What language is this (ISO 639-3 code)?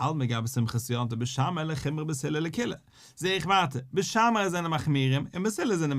yid